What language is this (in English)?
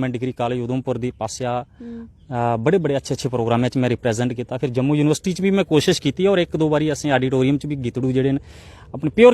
Dogri